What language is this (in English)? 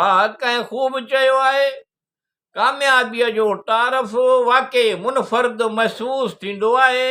Sindhi